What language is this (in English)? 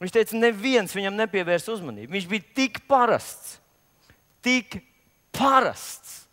Latvian